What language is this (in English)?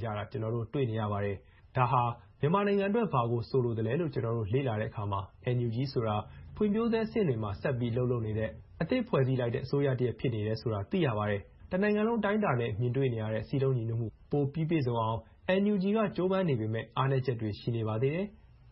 Burmese